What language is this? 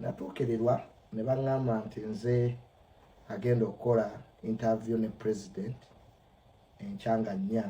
Ganda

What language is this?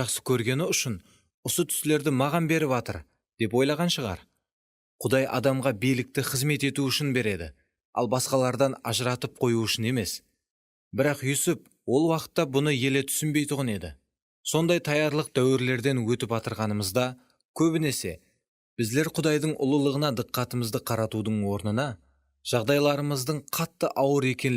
Kara-Kalpak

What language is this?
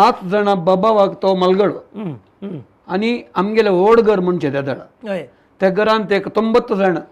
Konkani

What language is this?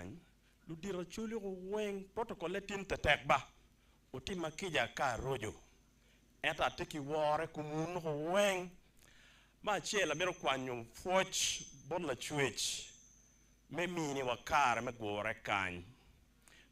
Acoli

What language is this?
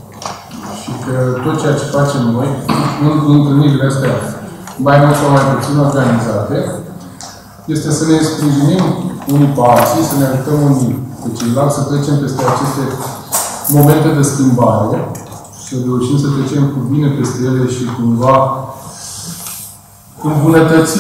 Romanian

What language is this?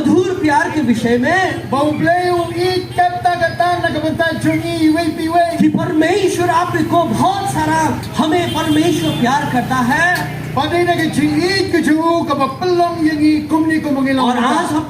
Khasi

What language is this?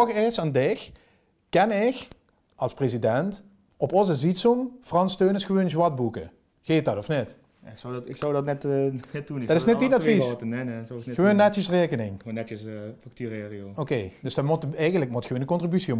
Limburgish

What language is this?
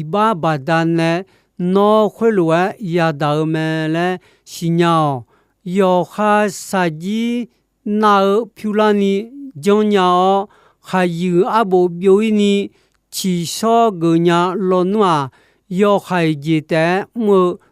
Akha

